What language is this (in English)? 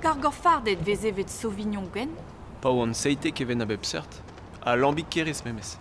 Breton